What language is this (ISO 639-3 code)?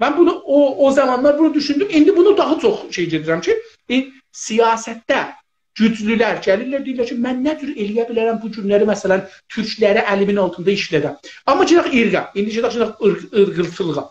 azb